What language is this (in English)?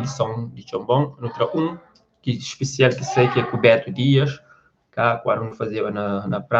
Kabuverdianu